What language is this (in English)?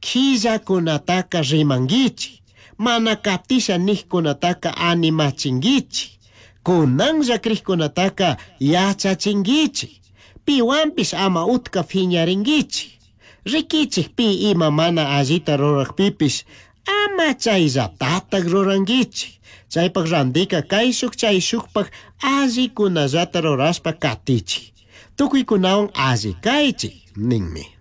Chimborazo Highland Quichua